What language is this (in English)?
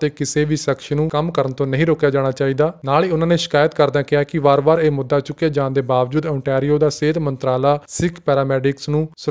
Punjabi